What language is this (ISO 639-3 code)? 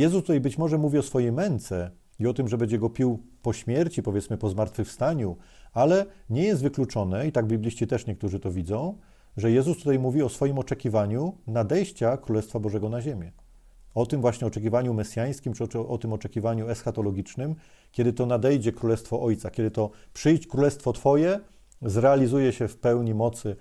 pol